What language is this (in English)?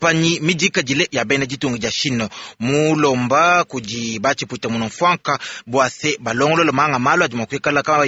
Luba-Lulua